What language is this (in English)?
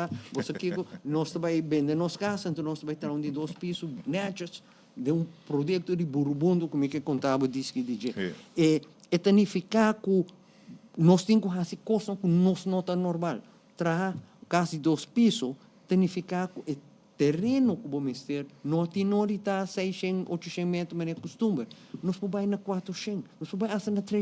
Papiamento